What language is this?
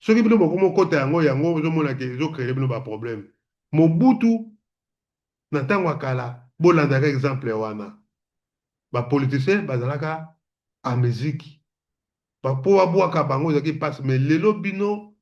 Lingala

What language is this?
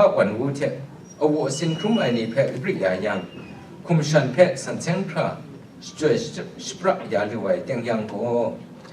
Kachin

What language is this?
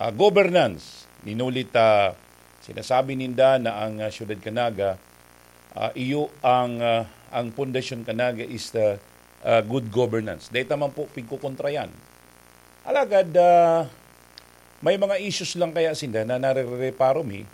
Bikol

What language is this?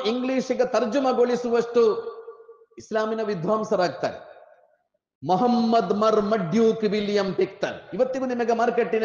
Kannada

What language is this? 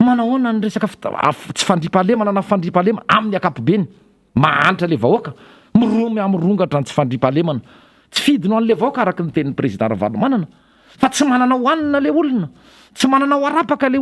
Malagasy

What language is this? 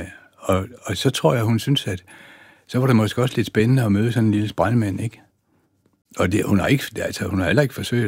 Danish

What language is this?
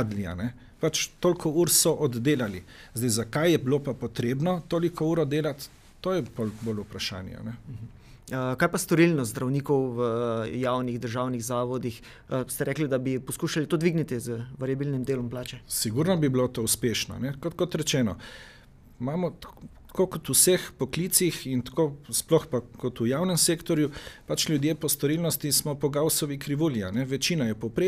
Slovenian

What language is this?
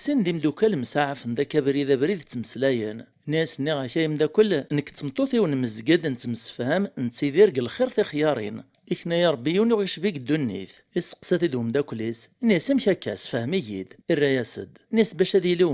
Kabyle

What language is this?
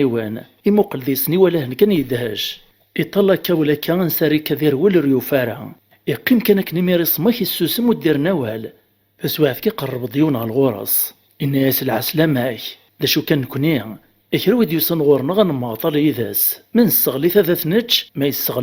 Kabyle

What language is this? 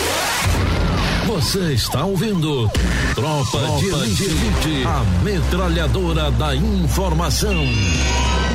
Portuguese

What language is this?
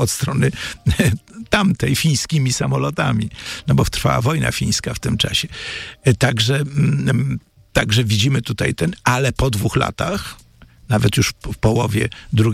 Polish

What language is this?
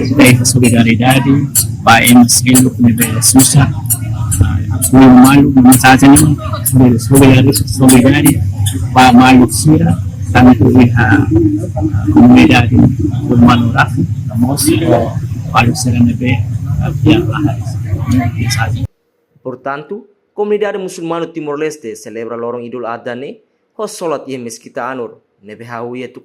Tetum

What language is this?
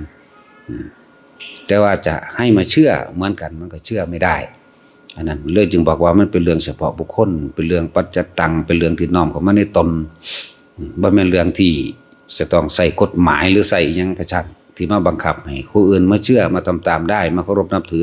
Northeastern Thai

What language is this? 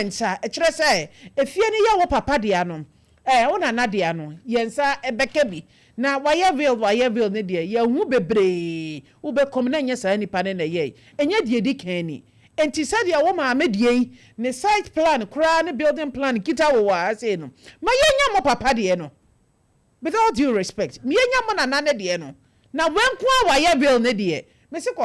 Akan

